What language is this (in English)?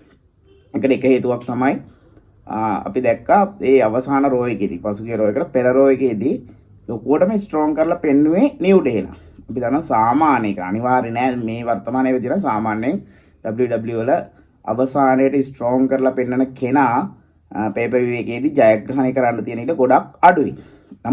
Sinhala